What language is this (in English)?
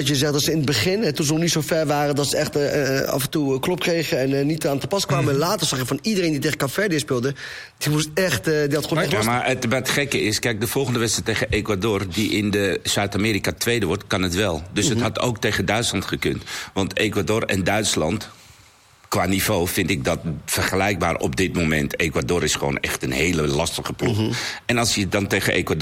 Dutch